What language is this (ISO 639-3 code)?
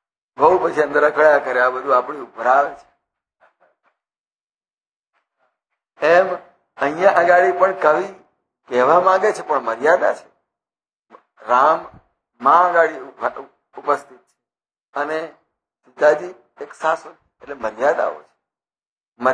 guj